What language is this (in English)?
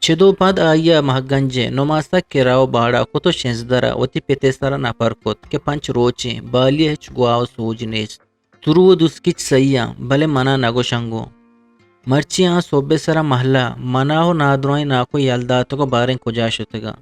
Eastern Balochi